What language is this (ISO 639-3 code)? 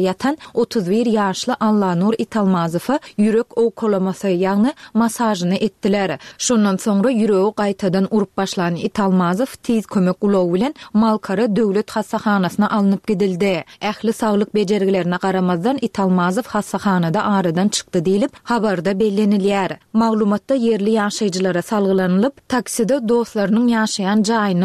tuk